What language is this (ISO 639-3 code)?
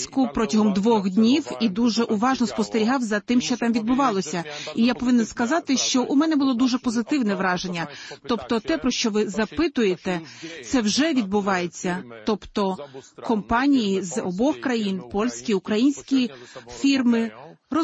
ukr